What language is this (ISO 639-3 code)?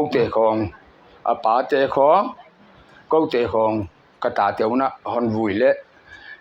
pck